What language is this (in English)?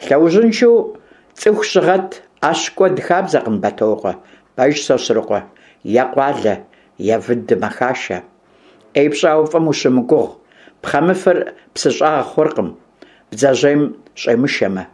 Kabardian